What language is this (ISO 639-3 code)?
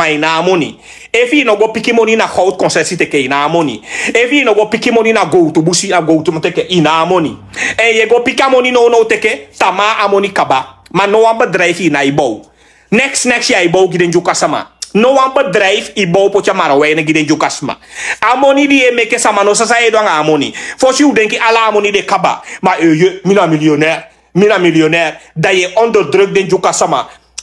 srn